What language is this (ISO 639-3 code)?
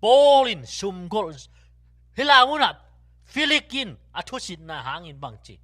ctd